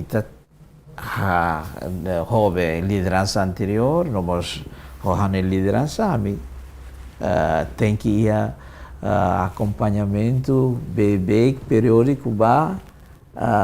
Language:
Tetum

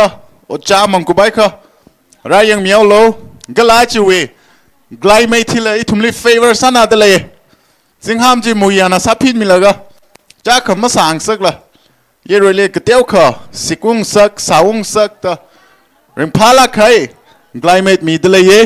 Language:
Tangkhul Naga (India)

